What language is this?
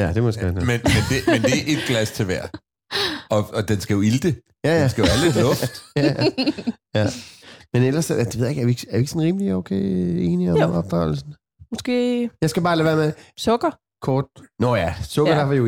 Danish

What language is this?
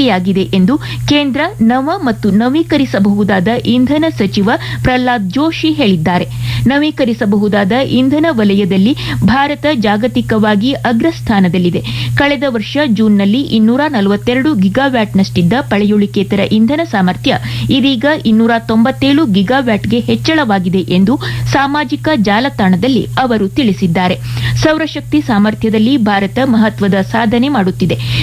Kannada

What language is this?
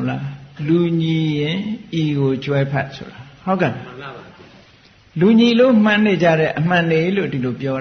Burmese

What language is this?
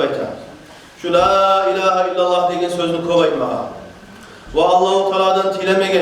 Kumyk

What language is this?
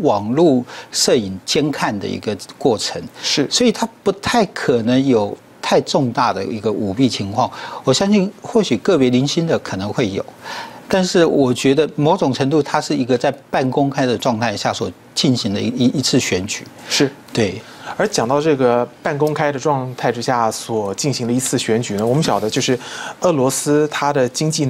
Chinese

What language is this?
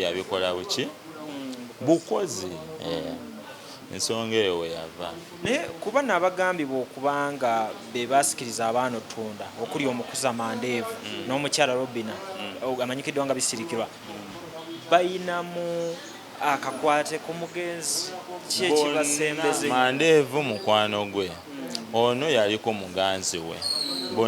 Ganda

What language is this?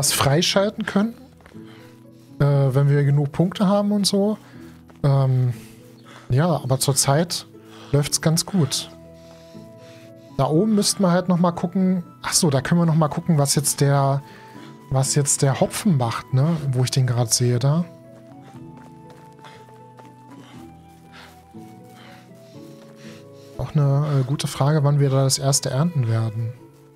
German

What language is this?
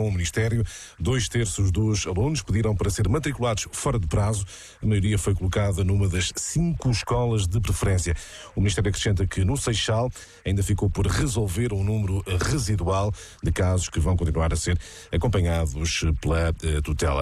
Portuguese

